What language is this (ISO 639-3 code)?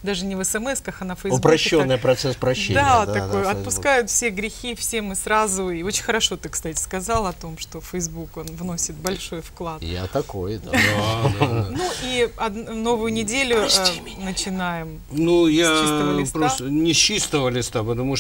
rus